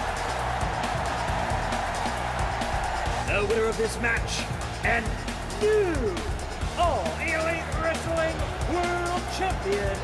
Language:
English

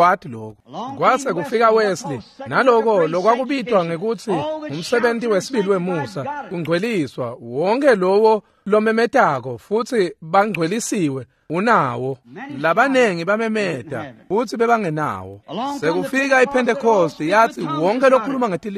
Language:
Swati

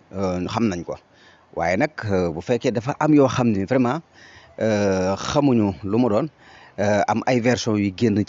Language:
Wolof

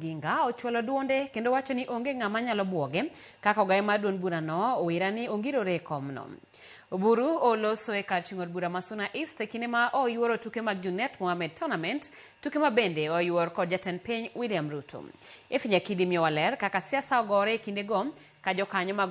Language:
Luo (Kenya and Tanzania)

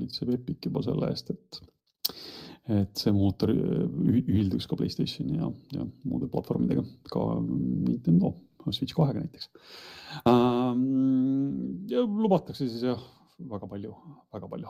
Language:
Estonian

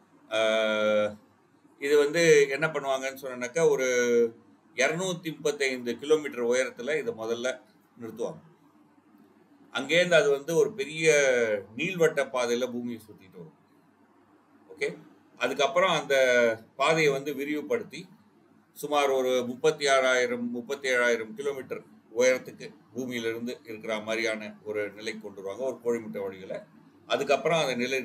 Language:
Tamil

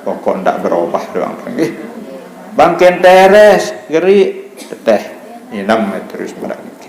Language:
Sasak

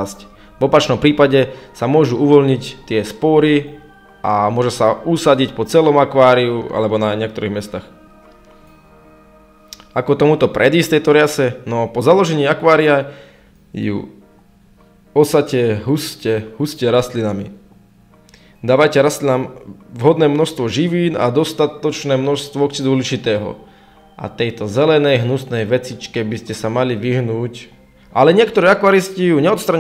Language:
Slovak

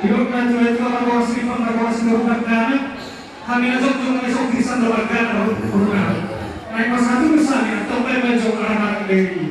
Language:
Batak Toba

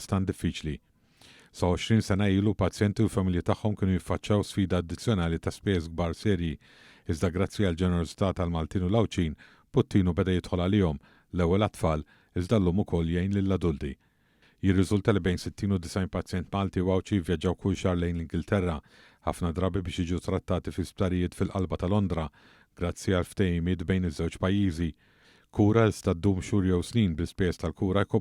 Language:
Maltese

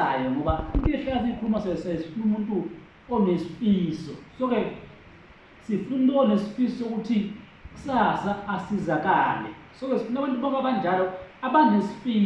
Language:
Zulu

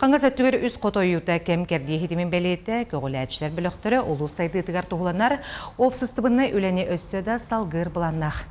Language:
Yakut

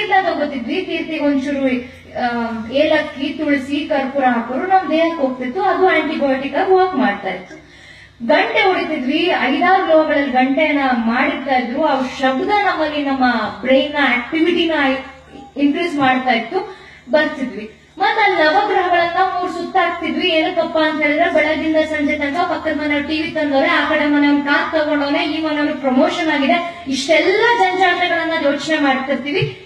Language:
Kannada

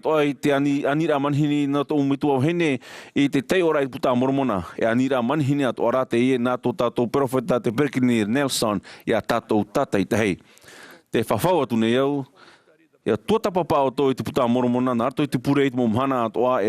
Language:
Tahitian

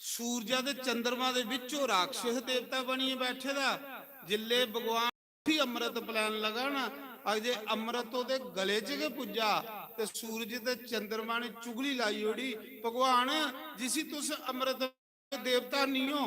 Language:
Dogri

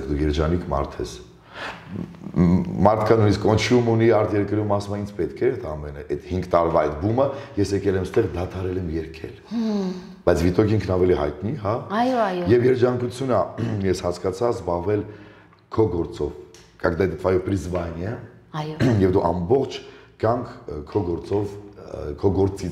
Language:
Armenian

